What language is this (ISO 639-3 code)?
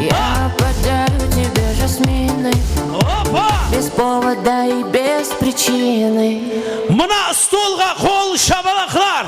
kaa